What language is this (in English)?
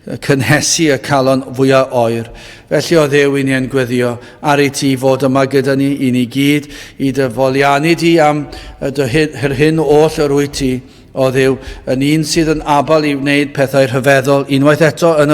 Welsh